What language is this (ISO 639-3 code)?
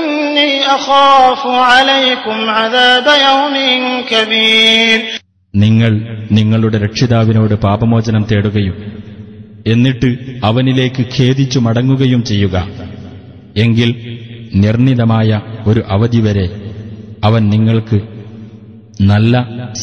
mal